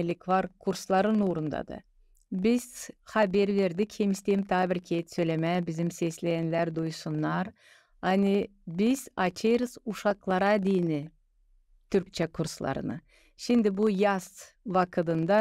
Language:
Gagauz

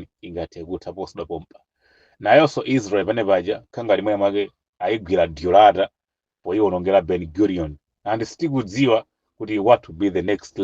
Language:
Nyanja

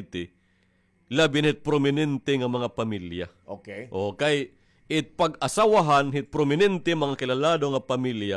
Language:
Waray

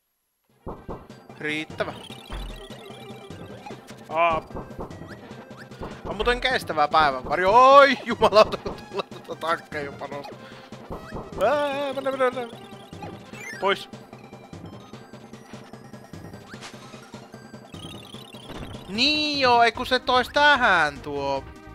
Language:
Finnish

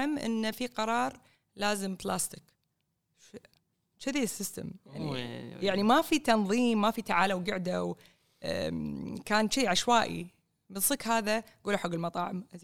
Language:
Gulf Arabic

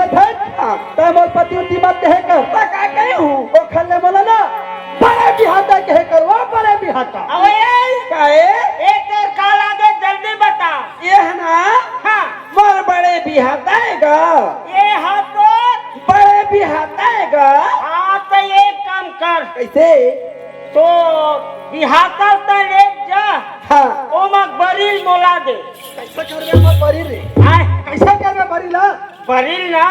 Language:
Chhattisgarhi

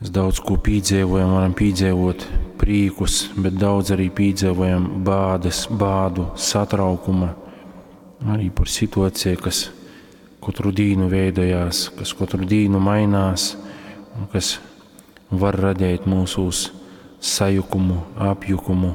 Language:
Latgalian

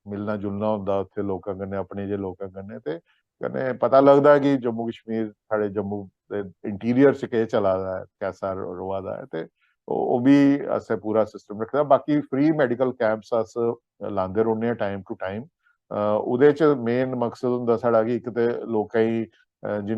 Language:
Dogri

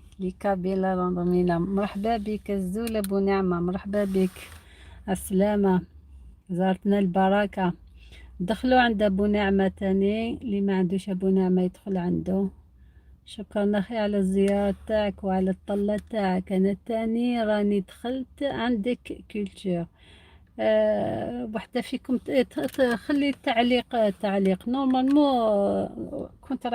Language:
Algerian Arabic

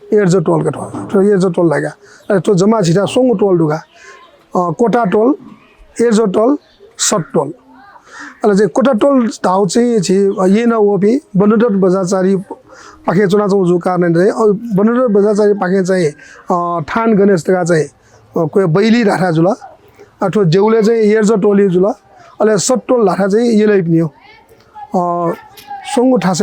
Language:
Newari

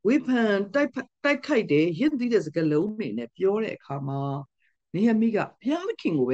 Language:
Burmese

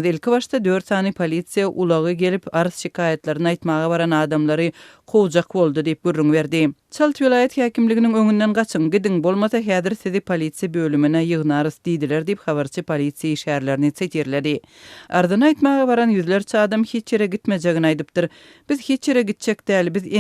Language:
Turkmen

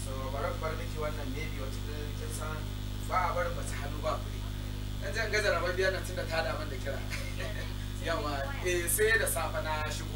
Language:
Hausa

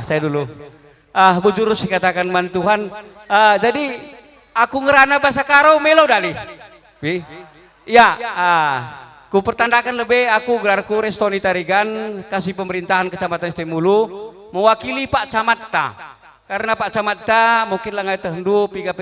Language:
Batak Karo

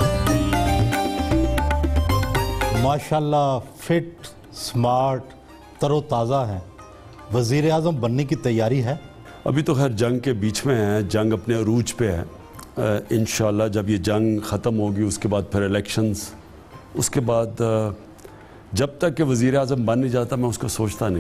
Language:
Urdu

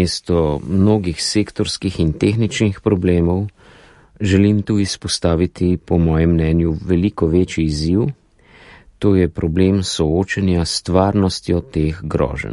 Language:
Slovenian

